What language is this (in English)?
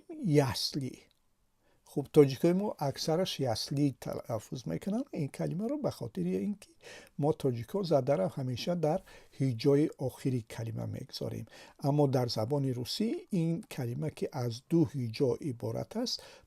Tajik